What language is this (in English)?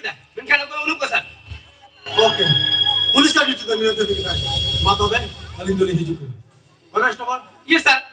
Santali